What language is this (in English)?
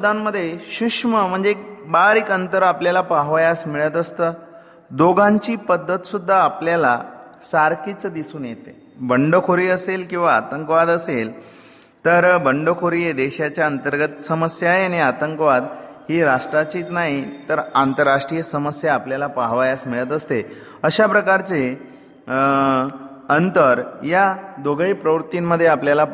Marathi